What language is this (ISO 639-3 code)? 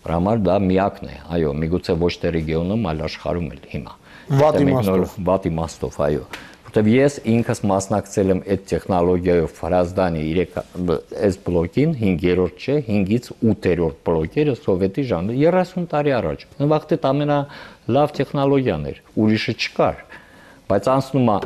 hye